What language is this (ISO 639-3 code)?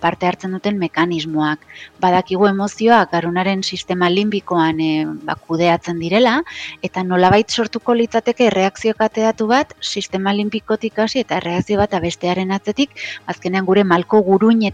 eus